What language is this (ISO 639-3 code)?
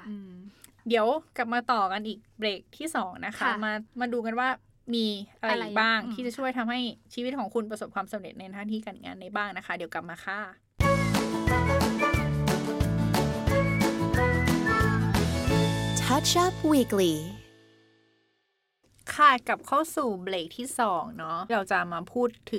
tha